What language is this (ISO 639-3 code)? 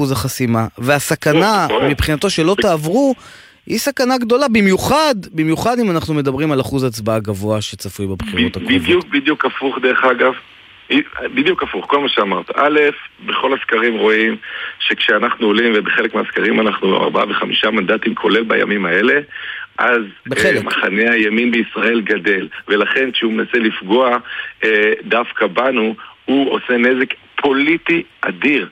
heb